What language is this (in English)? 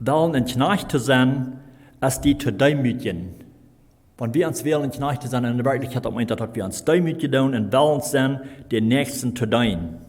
Plautdietsch